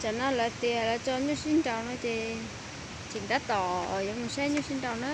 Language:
Hmong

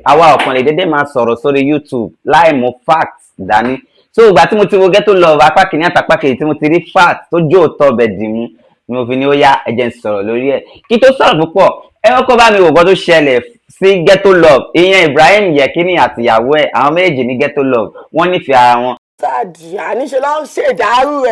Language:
Yoruba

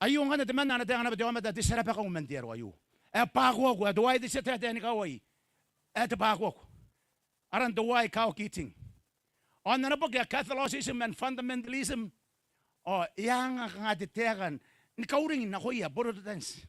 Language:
Gilbertese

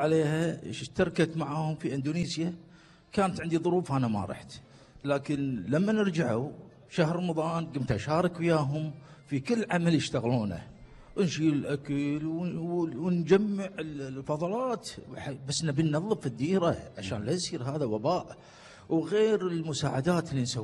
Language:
Gulf Arabic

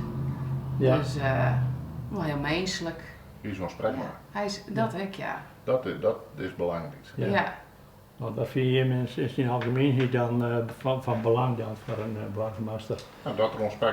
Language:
Western Frisian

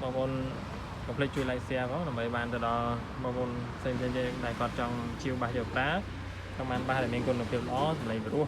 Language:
Khmer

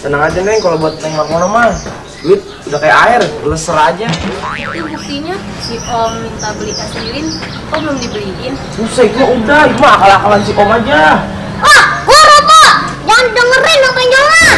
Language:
Betawi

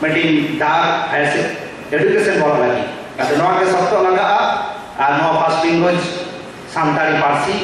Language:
Santali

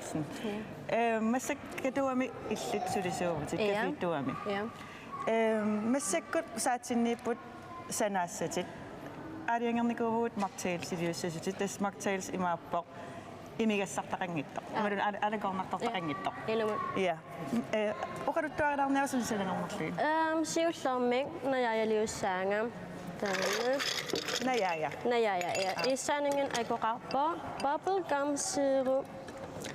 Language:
Kalaallisut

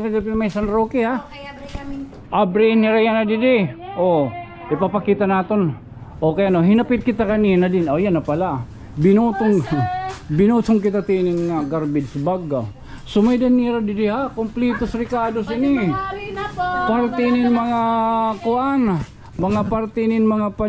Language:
Waray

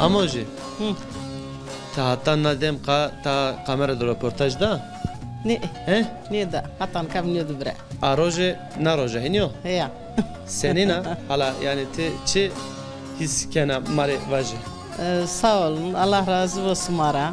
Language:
Zaza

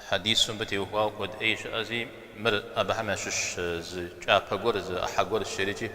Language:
Kabardian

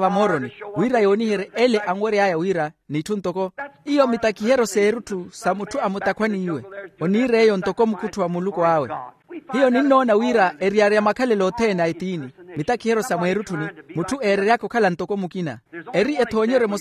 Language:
Makhuwa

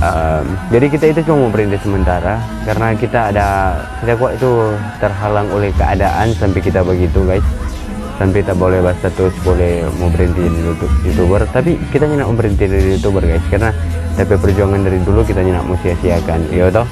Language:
Manado Malay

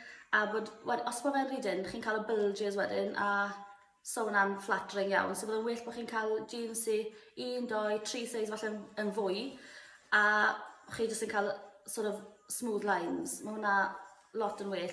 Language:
Welsh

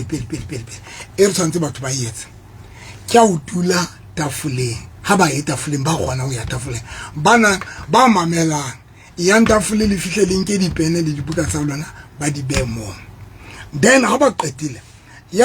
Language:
Southern Sotho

